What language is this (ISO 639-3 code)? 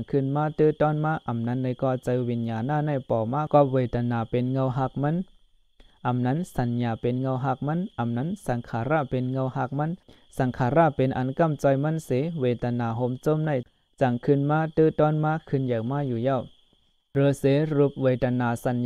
shn